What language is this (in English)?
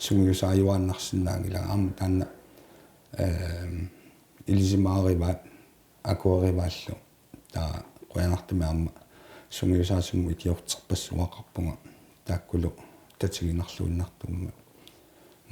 Kalaallisut